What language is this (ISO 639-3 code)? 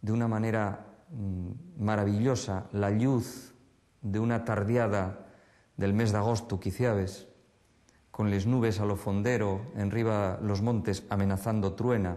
ast